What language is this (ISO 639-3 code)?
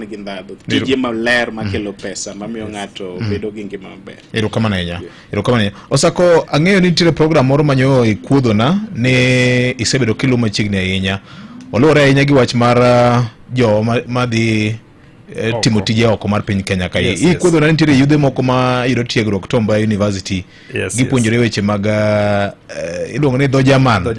luo